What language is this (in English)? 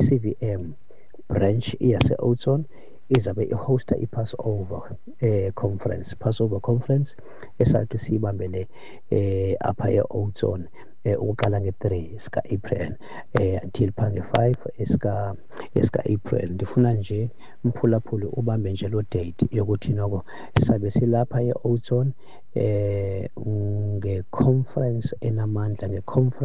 Xhosa